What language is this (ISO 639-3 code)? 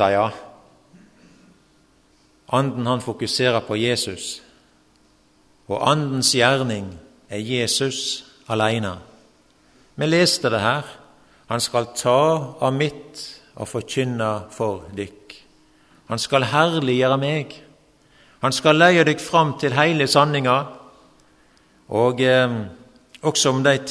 nor